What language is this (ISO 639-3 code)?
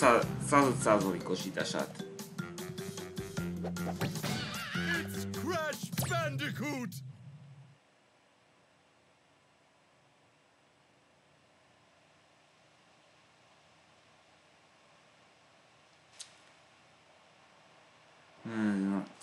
hun